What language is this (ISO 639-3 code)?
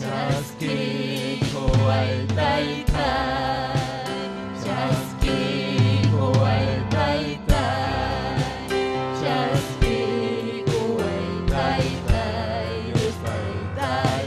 quy